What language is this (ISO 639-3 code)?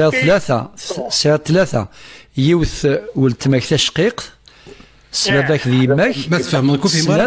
kab